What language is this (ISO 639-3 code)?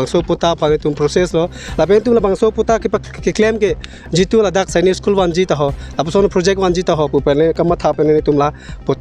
mjw